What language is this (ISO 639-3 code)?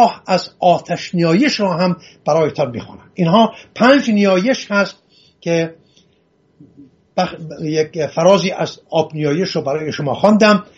fas